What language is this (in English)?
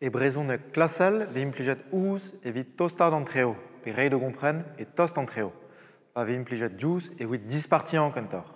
Breton